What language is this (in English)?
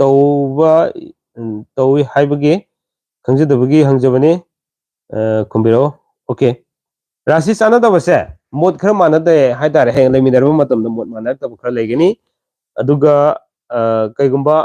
Manipuri